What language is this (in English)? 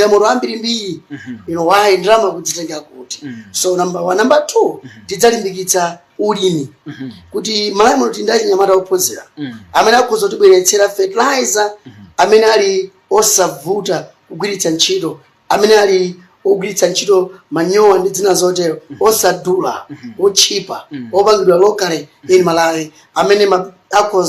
Nyanja